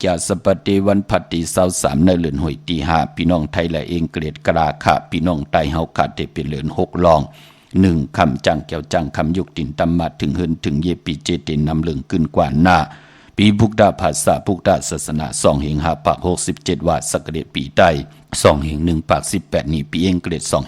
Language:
Shan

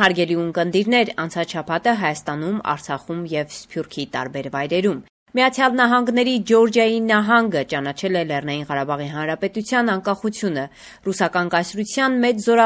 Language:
Armenian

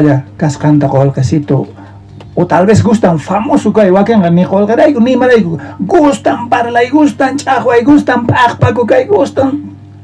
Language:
South Bolivian Quechua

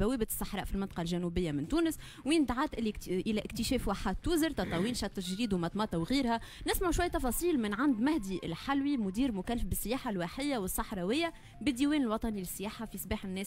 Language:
Tunisian Arabic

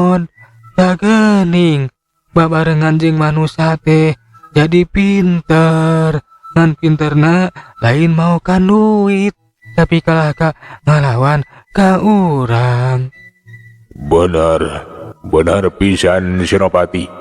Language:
Sundanese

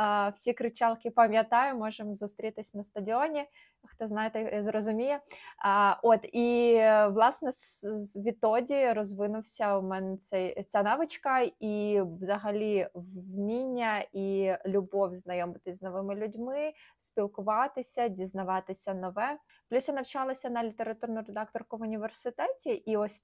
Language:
Ukrainian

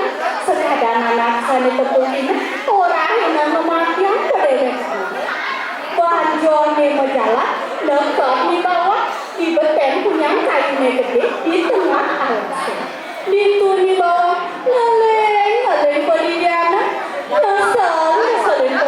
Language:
Balinese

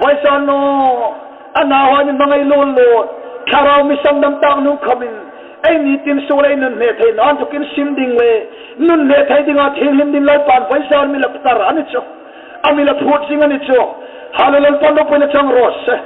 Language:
Hmar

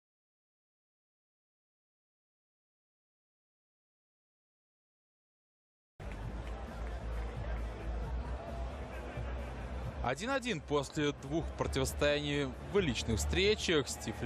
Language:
Russian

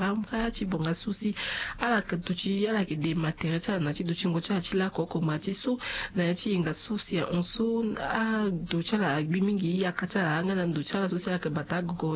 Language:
Sango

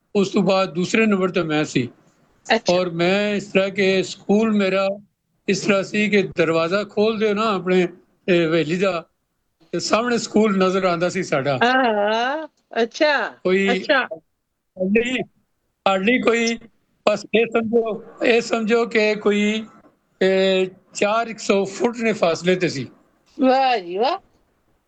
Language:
Punjabi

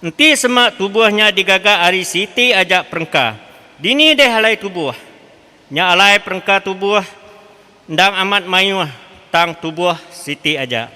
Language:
Iban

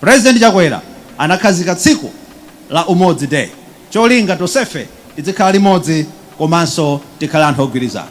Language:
Nyanja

